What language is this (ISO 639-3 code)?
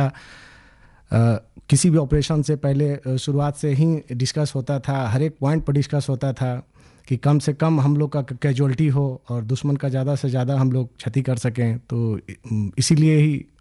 hin